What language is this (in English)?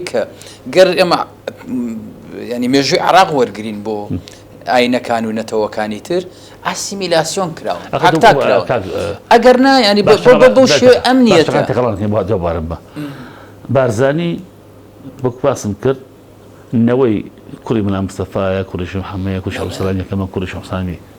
Central Kurdish